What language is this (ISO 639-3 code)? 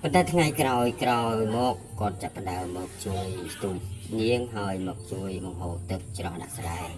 khm